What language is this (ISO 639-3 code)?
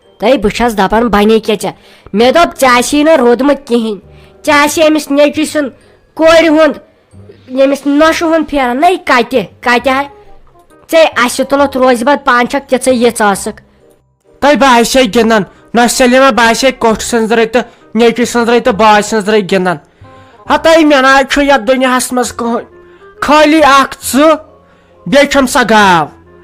kas